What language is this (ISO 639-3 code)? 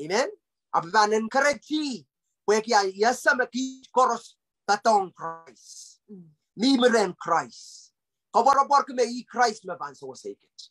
pon